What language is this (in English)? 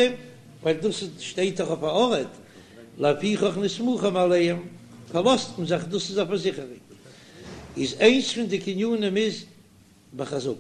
Yiddish